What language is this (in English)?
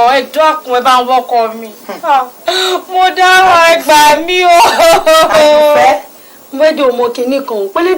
Yoruba